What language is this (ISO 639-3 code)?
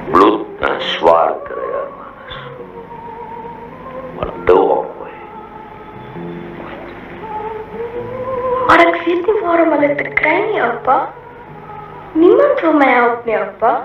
afr